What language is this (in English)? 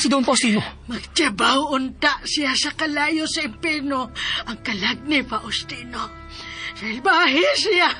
Cebuano